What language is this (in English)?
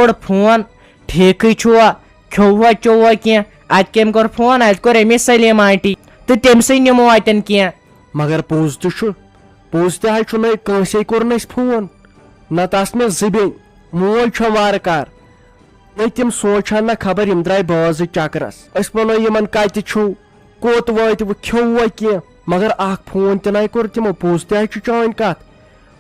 Kashmiri